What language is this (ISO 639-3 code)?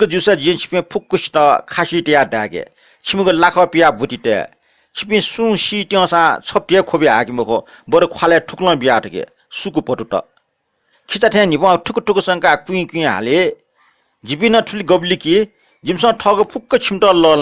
new